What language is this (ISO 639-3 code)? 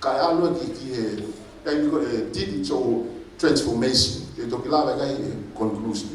ton